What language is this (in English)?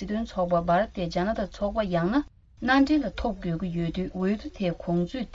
Tibetan